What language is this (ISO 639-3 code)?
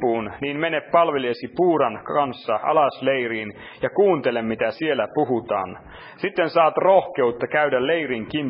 fin